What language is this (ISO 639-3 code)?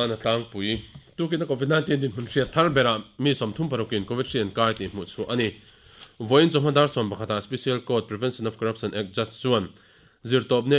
lus